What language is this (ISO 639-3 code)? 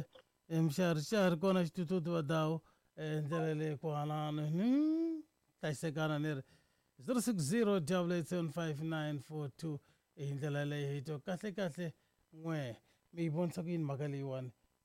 tso